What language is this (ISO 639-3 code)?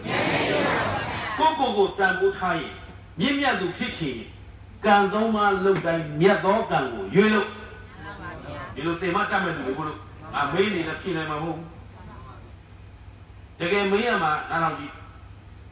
mya